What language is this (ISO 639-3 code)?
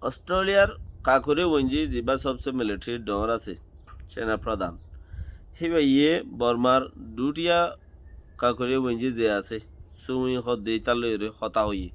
rhg